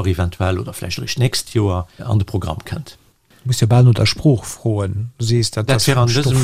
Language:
Luxembourgish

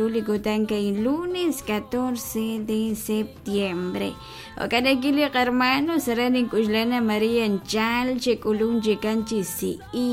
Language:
Kekchí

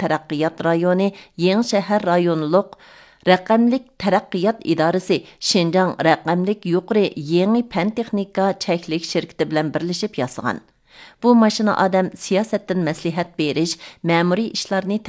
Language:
Uyghur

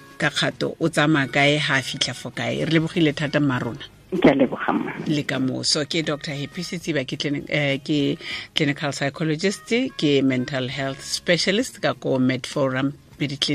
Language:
Tswana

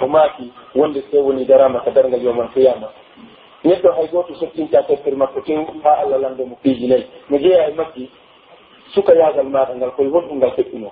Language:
Pular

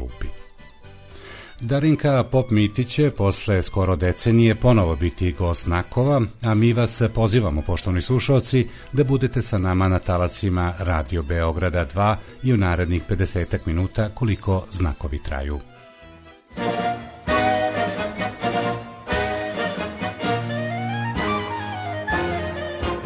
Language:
Serbian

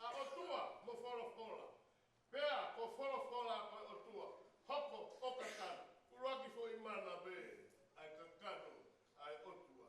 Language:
Tongan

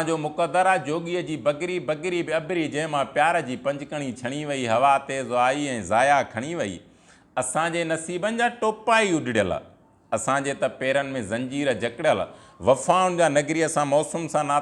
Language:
Sindhi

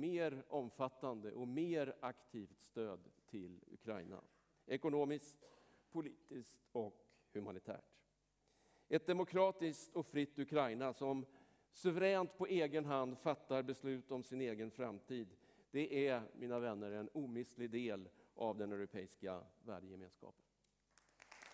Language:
Swedish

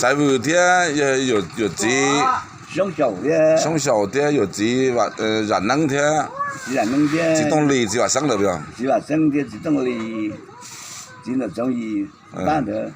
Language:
Hmong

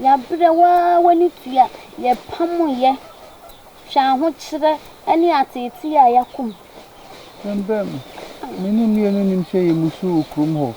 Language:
Akan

